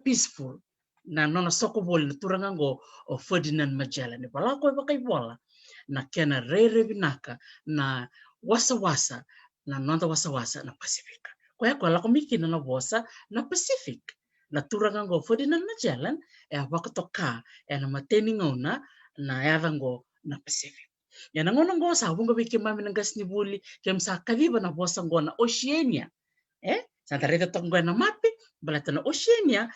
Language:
Fijian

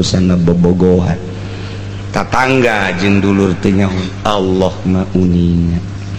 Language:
Sundanese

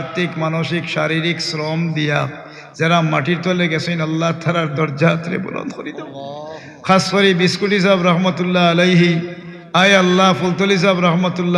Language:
Sylheti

